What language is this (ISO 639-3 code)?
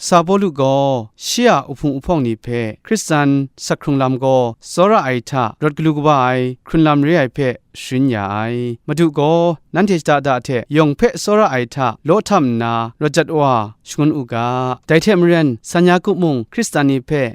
kac